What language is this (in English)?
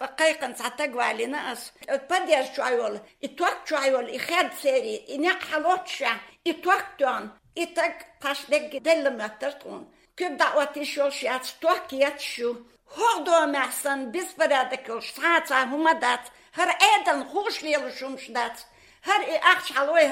Chechen